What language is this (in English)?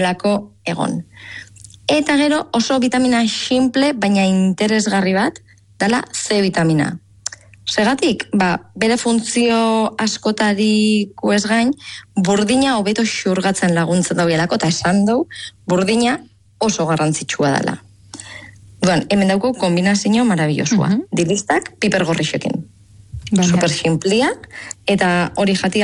Basque